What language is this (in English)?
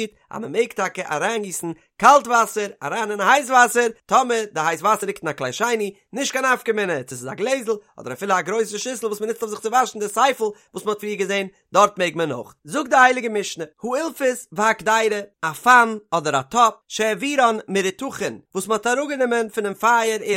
Yiddish